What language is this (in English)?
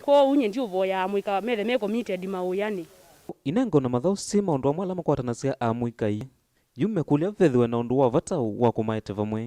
Kamba